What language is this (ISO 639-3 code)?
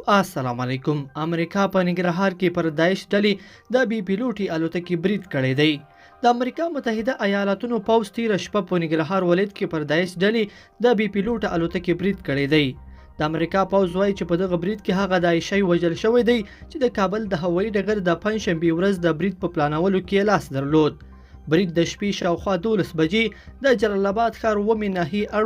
pus